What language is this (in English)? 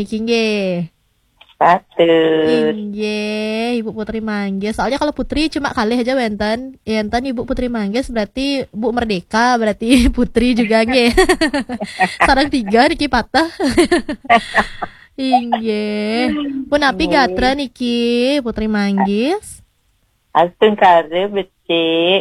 Balinese